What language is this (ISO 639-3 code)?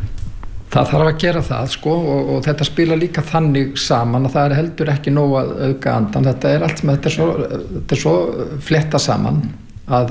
isl